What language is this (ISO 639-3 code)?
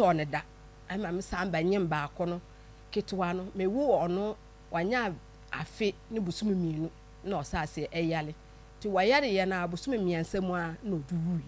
aka